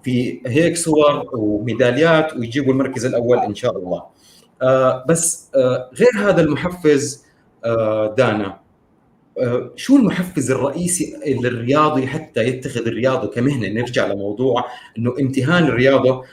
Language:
North Levantine Arabic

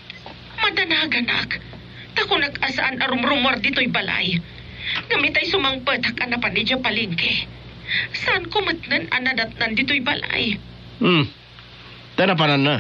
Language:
Iloko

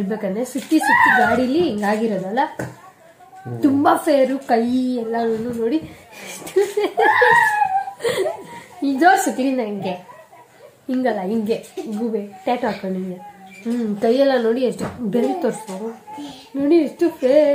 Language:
Kannada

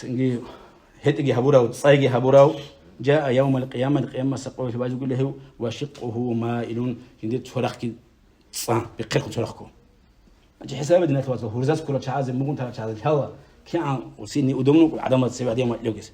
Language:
Avaric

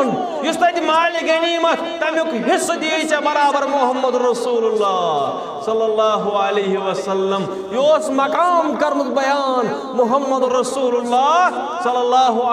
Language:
Kashmiri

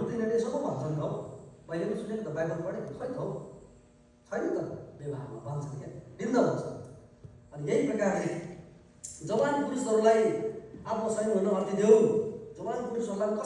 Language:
Nepali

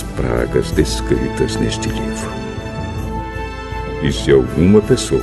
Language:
Portuguese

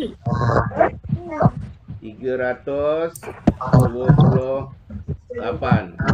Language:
Malay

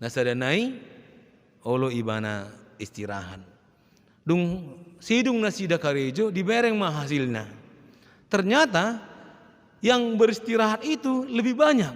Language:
Batak Toba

